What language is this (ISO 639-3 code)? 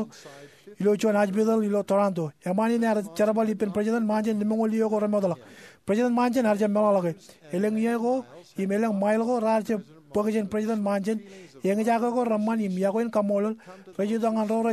mah